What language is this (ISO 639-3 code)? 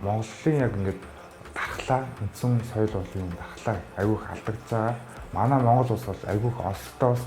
mon